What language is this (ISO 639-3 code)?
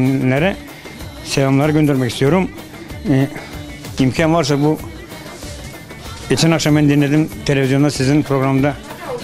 tur